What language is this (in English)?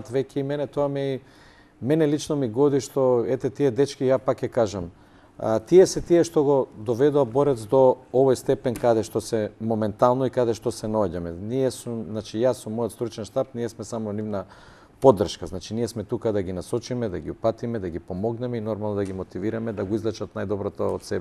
Macedonian